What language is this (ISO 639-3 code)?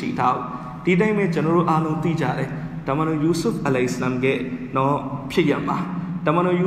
mya